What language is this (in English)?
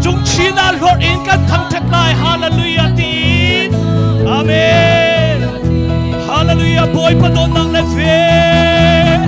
Hakha Chin